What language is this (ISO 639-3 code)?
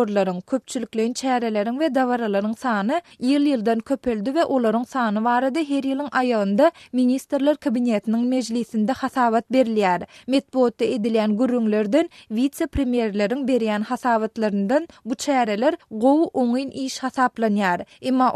tuk